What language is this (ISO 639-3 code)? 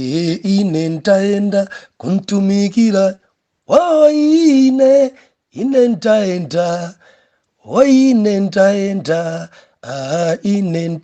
nya